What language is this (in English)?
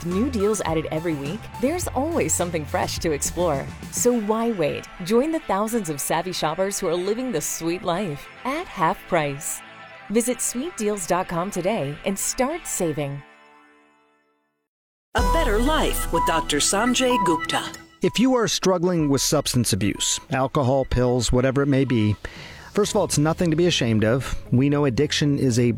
English